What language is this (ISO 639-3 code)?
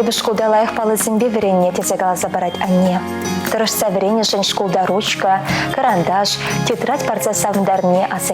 chv